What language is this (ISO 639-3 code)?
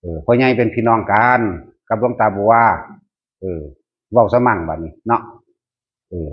tts